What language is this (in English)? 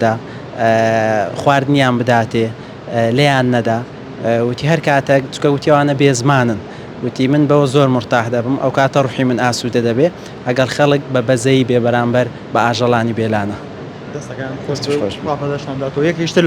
Central Kurdish